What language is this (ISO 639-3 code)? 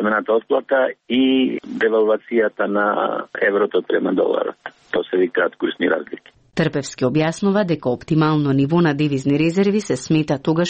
mkd